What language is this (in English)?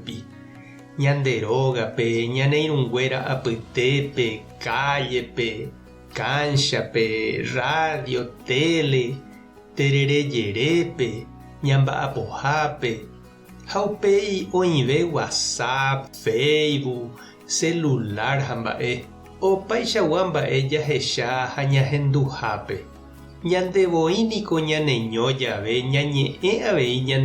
Guarani